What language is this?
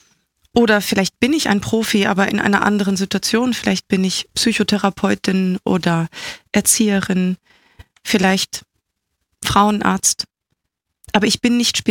German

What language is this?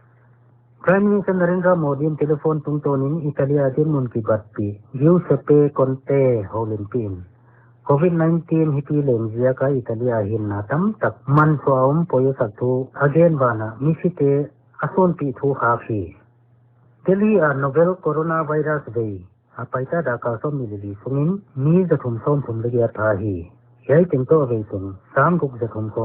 Paite Chin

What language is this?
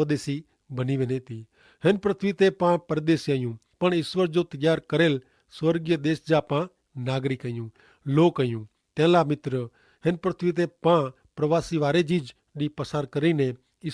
Kachhi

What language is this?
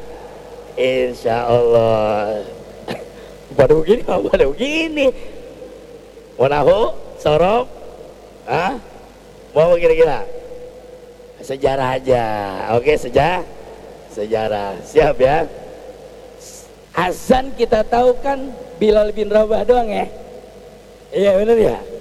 Indonesian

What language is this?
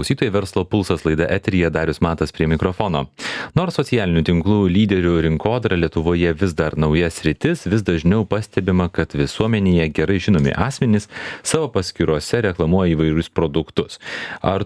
Lithuanian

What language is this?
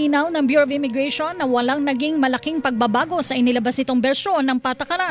Filipino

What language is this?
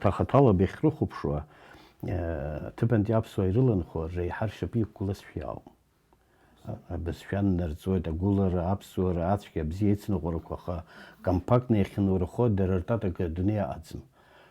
Abkhazian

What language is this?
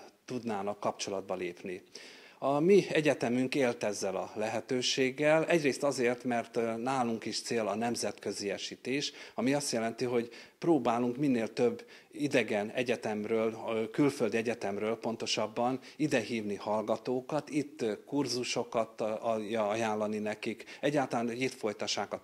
Hungarian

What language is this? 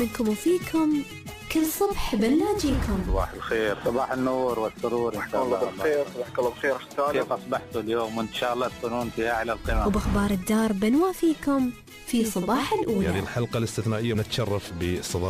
Gulf Arabic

